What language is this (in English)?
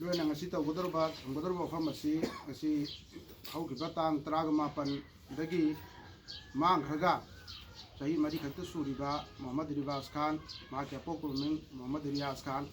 Manipuri